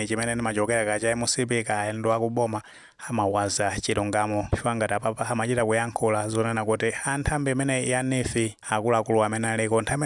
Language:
Nyanja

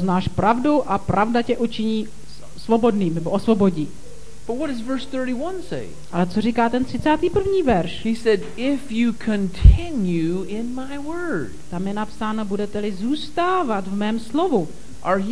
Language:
Czech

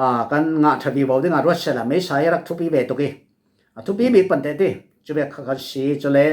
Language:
Falam Chin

